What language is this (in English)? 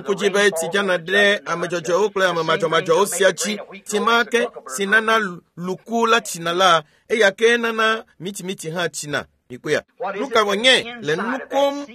Ewe